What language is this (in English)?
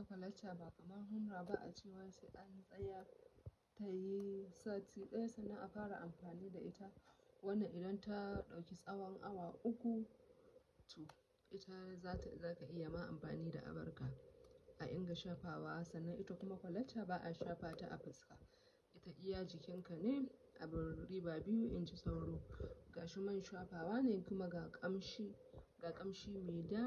Hausa